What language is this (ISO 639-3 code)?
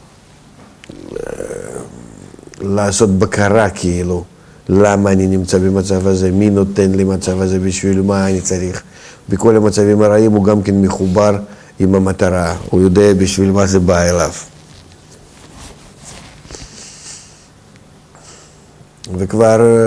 heb